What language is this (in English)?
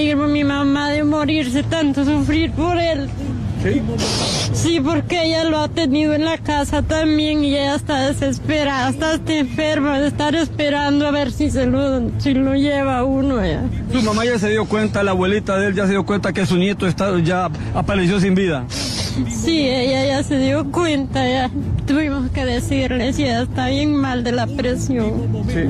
Spanish